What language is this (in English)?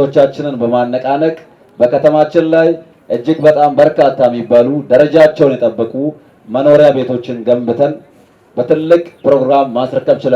Amharic